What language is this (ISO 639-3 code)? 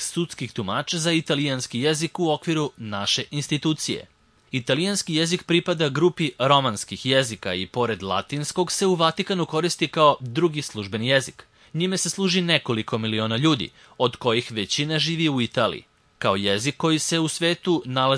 srp